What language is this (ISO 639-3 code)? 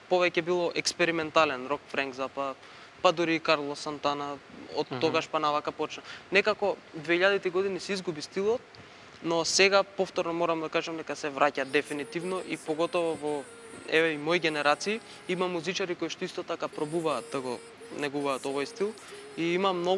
mkd